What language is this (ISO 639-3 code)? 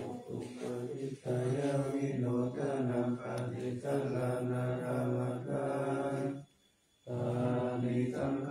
pli